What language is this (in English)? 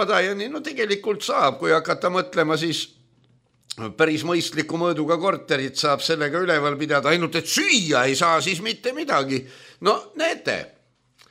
Estonian